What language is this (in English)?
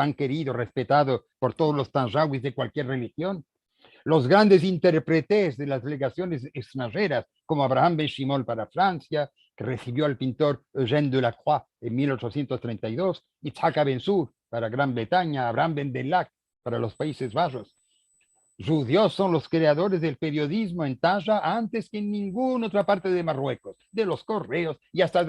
Ladino